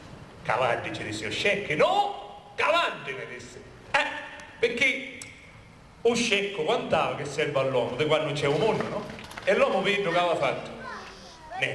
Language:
Sicilian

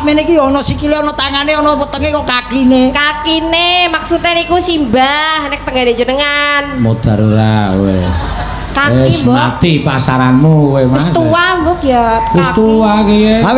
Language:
Javanese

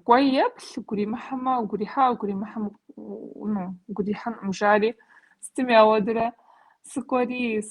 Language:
Kabardian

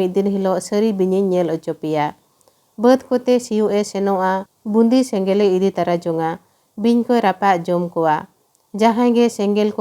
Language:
Santali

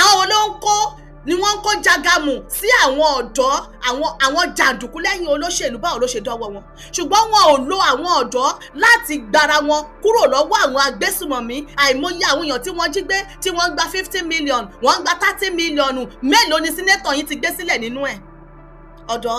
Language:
Yoruba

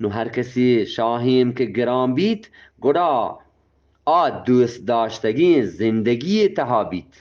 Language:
Eastern Balochi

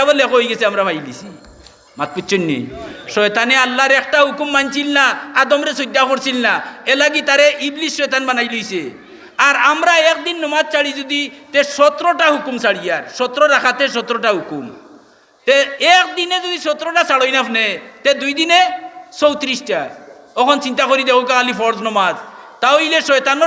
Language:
Sylheti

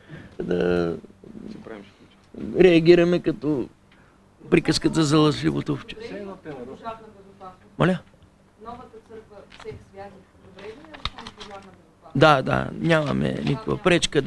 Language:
Bulgarian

